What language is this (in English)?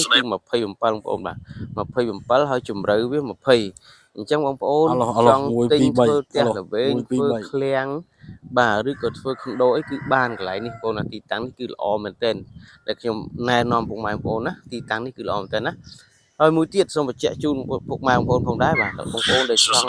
Khmer